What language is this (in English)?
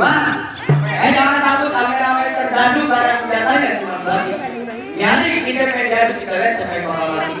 Betawi